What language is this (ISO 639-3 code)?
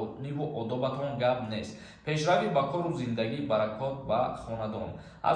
tgk